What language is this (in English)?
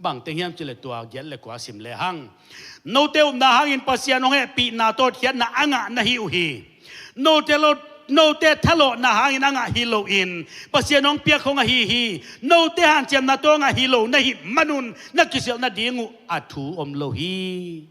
Tedim Chin